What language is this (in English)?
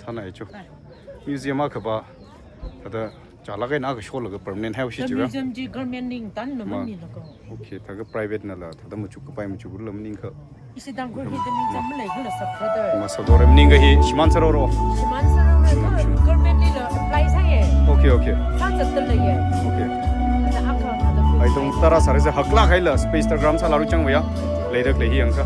Tangkhul Naga (India)